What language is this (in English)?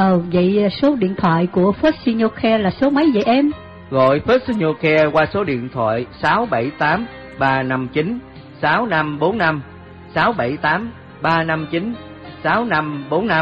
Vietnamese